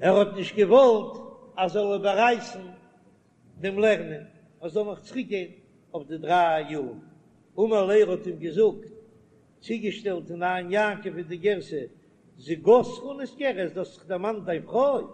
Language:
Yiddish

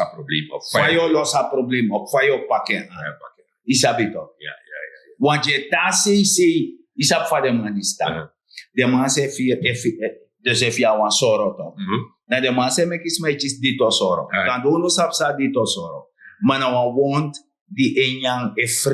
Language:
Sranan Tongo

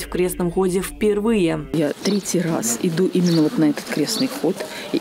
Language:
Russian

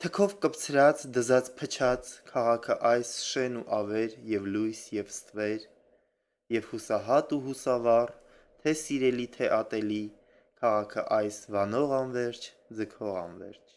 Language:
Armenian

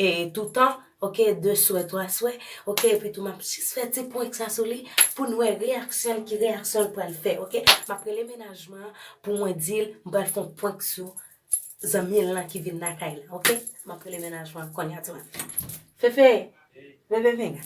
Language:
Haitian Creole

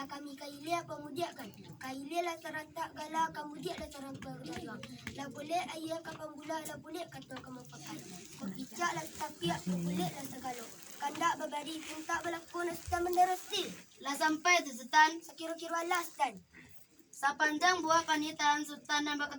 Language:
Minangkabau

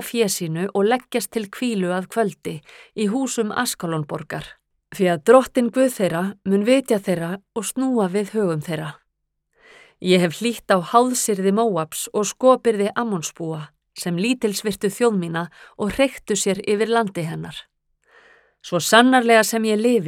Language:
Icelandic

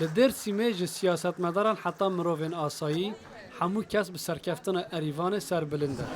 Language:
Kurdish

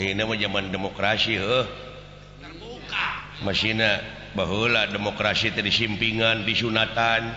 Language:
Sundanese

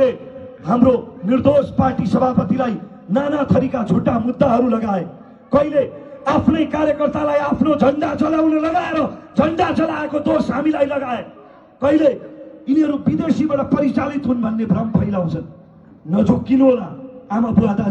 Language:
Nepali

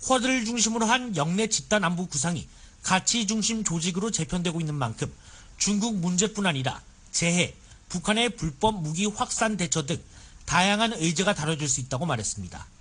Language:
Korean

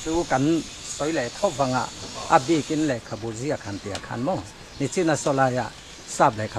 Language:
Mizo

